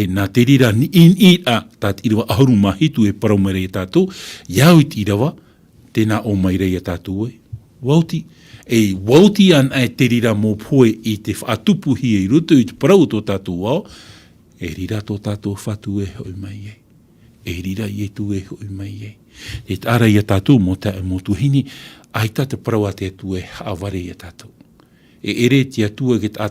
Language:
Tahitian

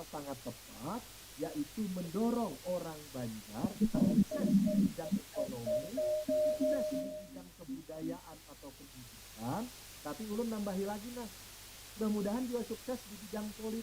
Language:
Banjar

